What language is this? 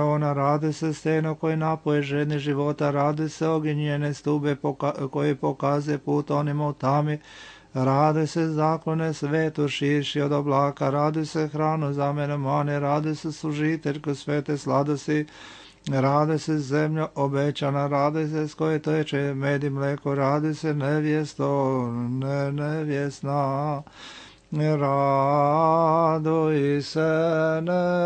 Serbian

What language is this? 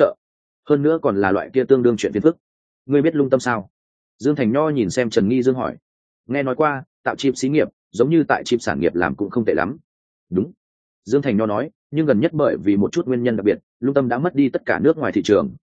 Vietnamese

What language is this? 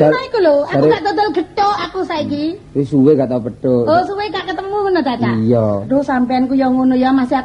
Javanese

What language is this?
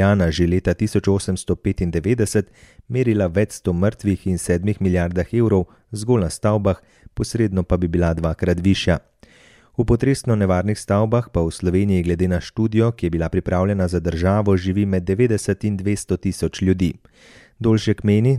Slovenian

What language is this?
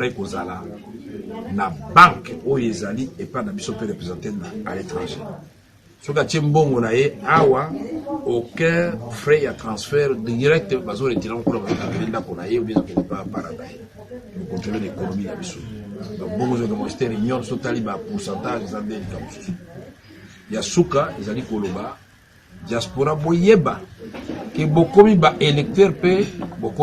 Lingala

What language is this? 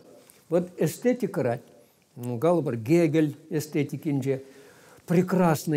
Chuvash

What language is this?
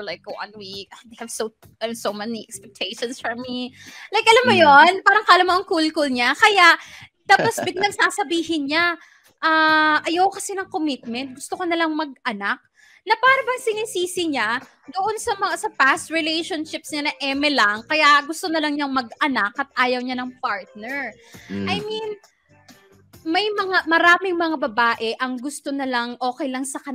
Filipino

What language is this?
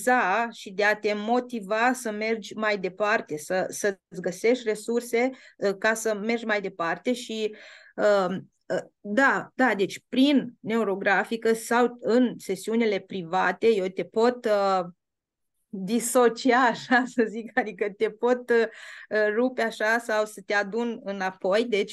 Romanian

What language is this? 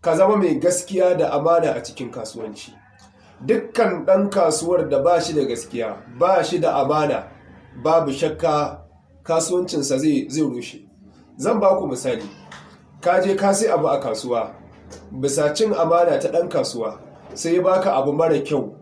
Hausa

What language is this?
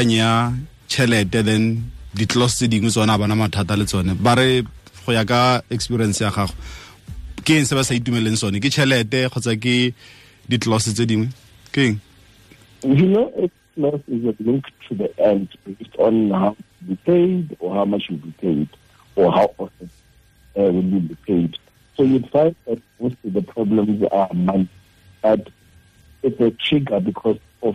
Tswana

